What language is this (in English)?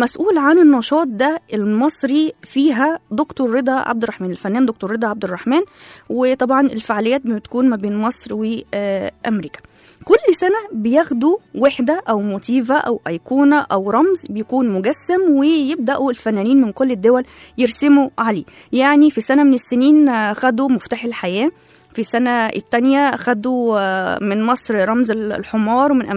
Egyptian Arabic